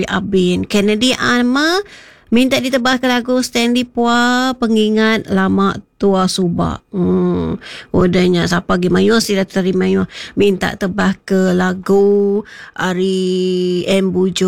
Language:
Iban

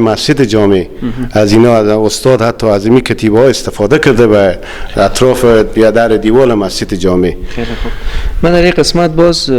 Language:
Persian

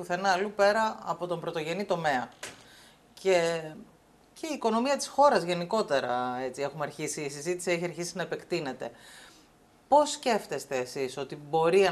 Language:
Greek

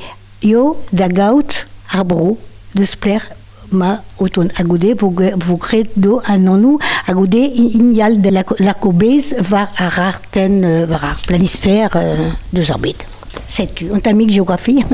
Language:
Breton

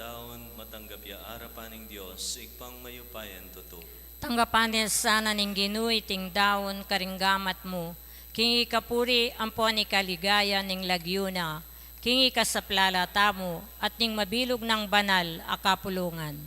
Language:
Pampanga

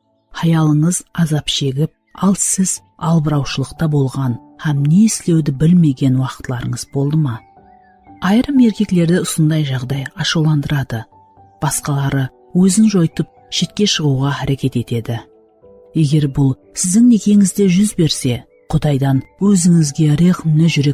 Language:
Kara-Kalpak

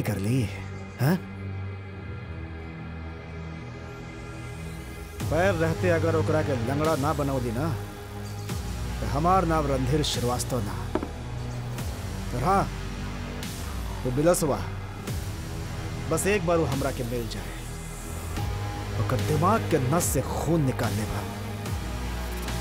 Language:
Bhojpuri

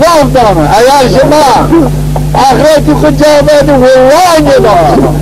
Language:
Zaza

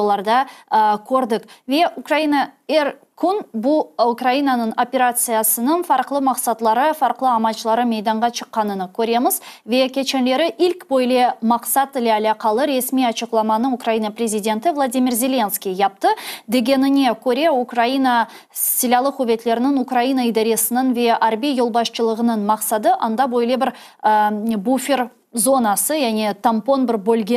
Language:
Crimean Tatar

